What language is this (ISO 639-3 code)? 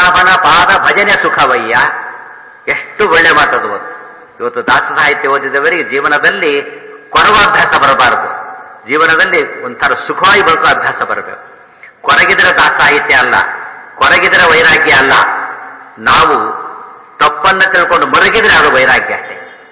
kan